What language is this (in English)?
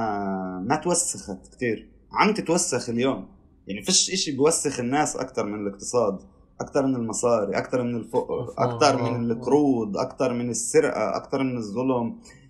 North Levantine Arabic